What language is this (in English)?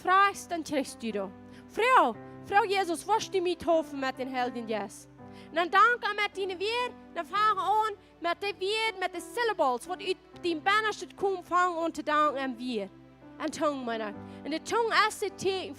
Plautdietsch